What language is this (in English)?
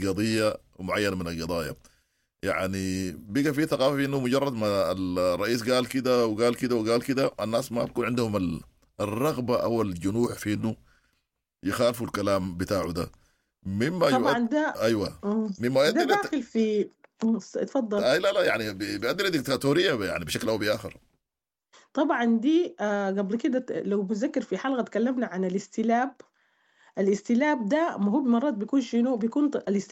Sudanese Arabic